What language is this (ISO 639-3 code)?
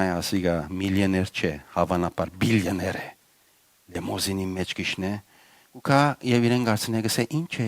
hyw